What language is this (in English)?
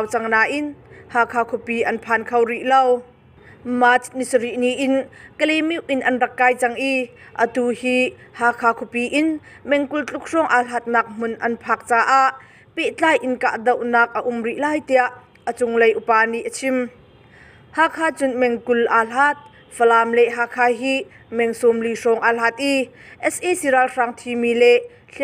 Hakha Chin